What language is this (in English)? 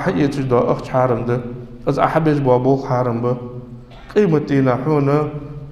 Ingush